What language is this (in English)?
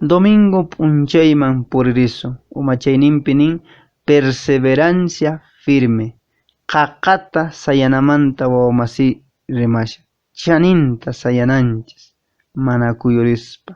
Quechua